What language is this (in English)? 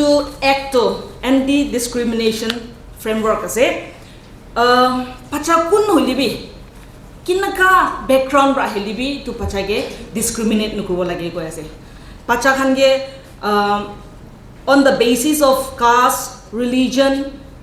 Naga Pidgin